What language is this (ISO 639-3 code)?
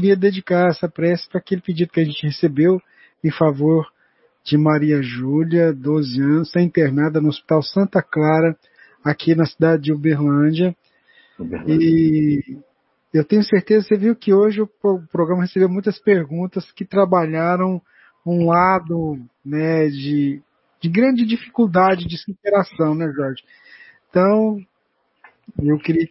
por